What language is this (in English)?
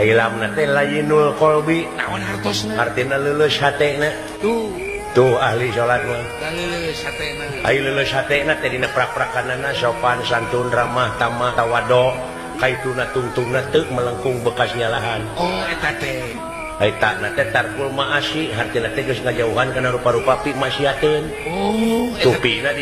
Sundanese